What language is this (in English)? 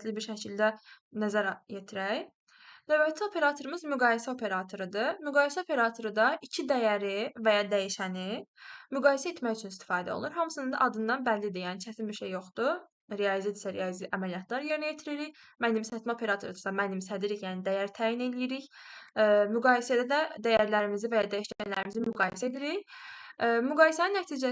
Azerbaijani